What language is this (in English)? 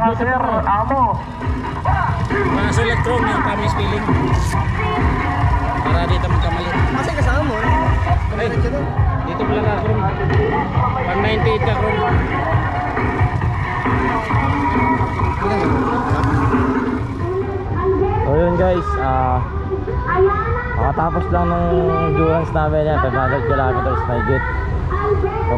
Filipino